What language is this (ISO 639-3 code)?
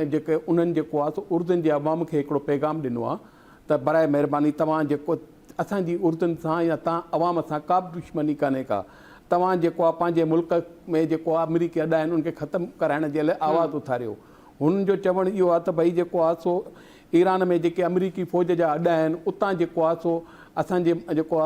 snd